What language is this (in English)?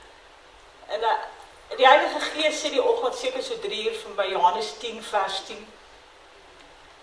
Afrikaans